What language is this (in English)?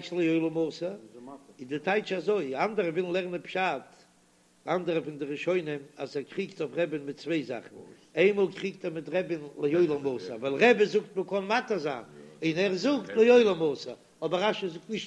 Yiddish